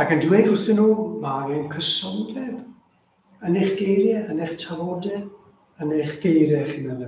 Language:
Welsh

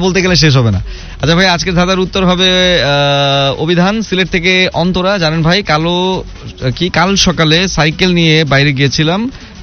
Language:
Bangla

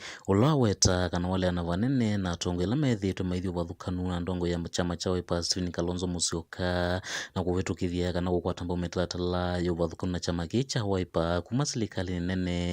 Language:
Kamba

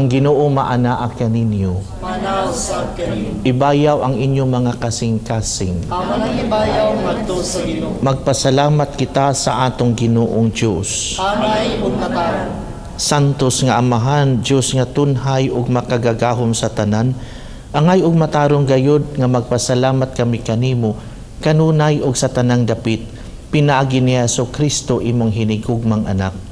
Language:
Cebuano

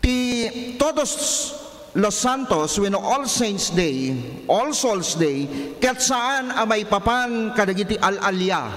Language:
Iloko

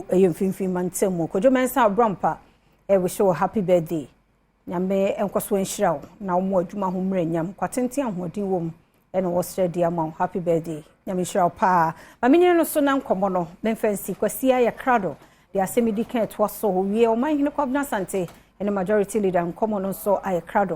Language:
Akan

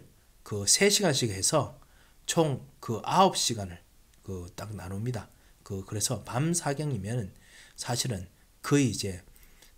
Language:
Korean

